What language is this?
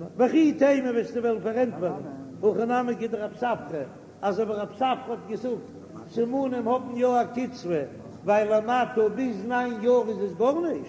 Yiddish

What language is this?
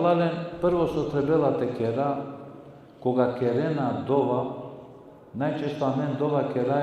Balkan Romani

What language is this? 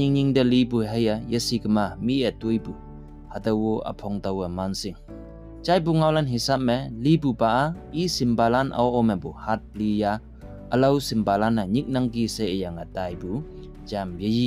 Konyak Naga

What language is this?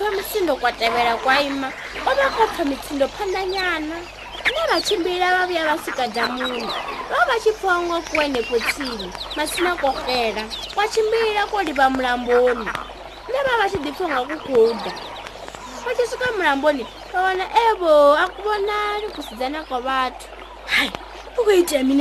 Venda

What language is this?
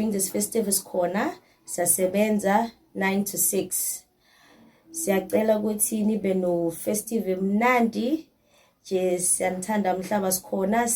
Zulu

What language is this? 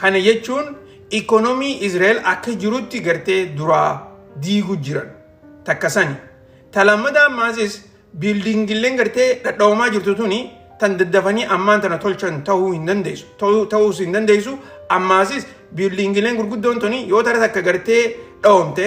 Oromo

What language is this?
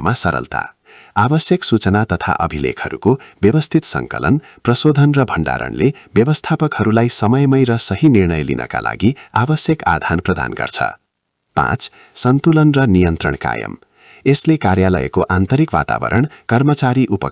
Nepali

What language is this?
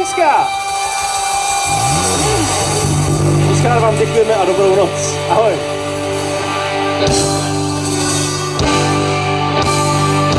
Czech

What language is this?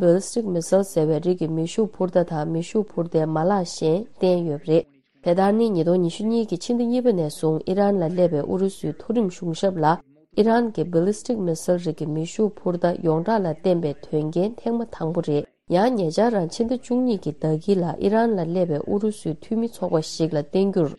Tibetan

